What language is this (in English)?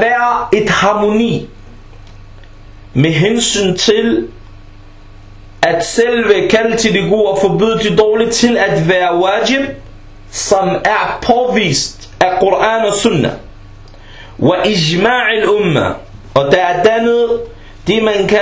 Danish